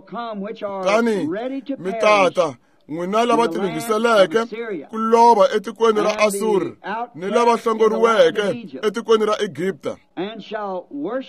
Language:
Tsonga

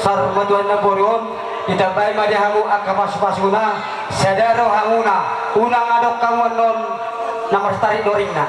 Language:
Batak Toba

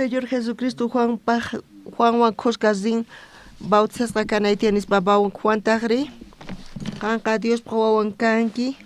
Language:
South Bolivian Quechua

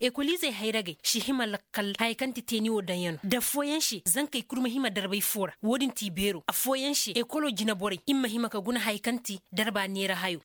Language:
Koyraboro Senni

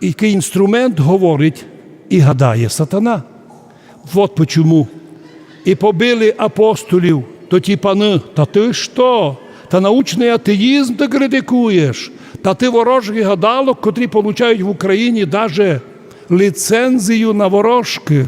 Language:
Rusyn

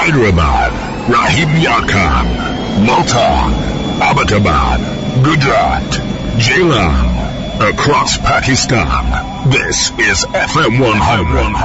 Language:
Urdu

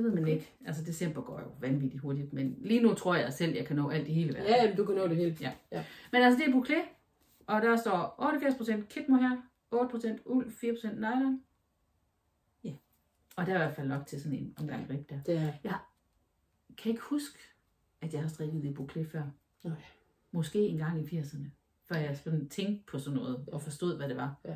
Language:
Danish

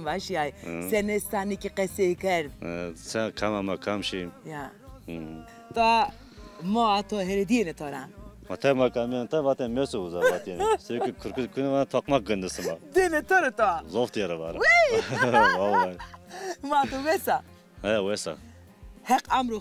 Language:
Zaza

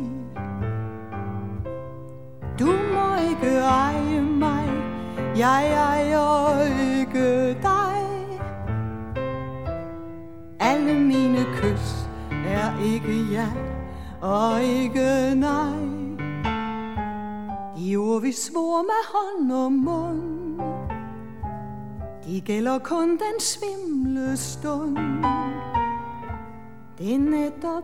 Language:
Danish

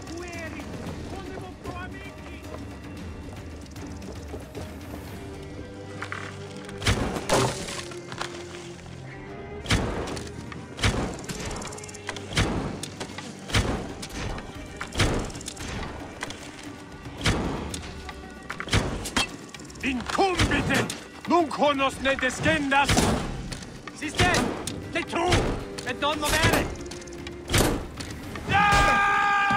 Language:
English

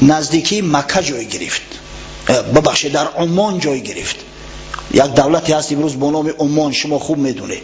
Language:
Tajik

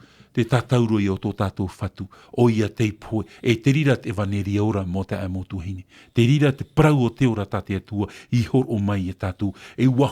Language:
Tahitian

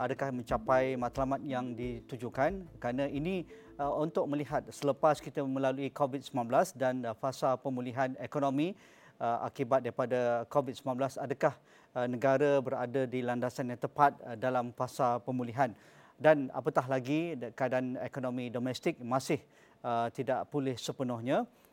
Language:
Malay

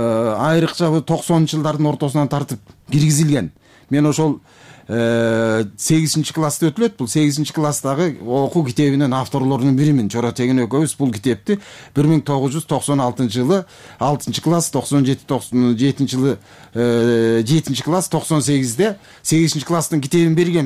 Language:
Kyrgyz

